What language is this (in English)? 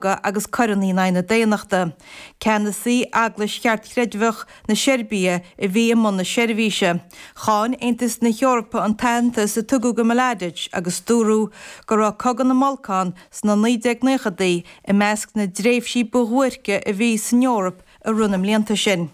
Irish